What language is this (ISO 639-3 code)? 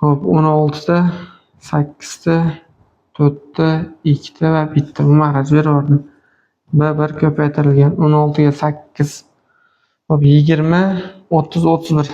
uzb